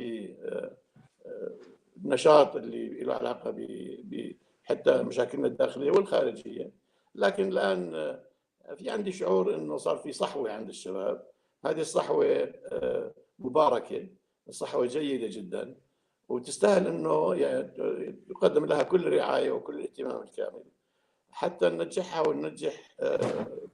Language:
North Levantine Arabic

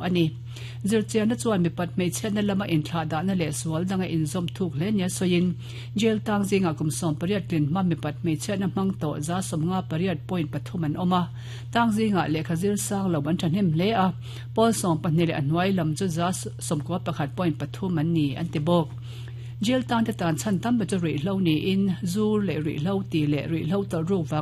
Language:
Mizo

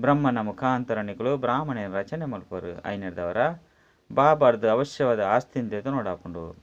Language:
Tulu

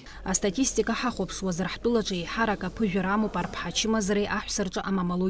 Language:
Abkhazian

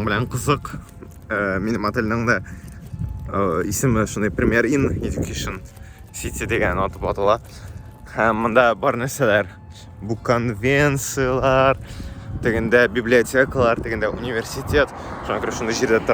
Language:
Tatar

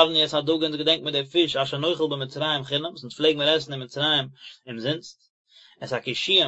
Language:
Yiddish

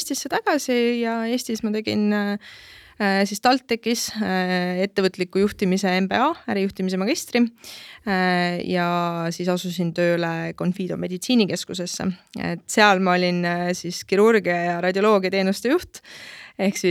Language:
Estonian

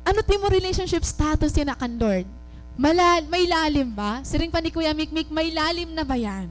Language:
Waray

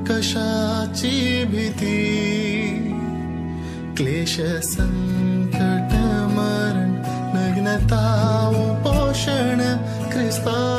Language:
Marathi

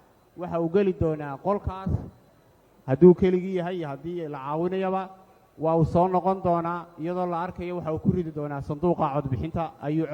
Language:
Somali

